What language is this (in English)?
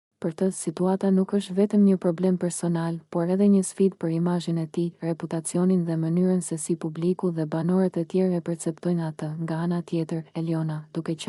Albanian